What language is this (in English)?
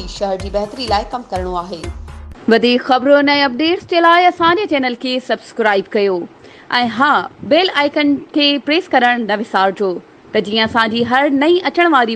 Sindhi